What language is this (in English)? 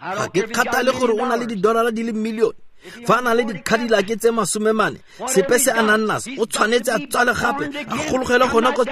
Tswana